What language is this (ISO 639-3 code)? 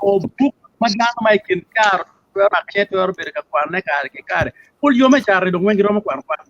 ach